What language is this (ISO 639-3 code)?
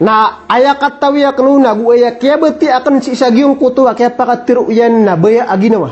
mrw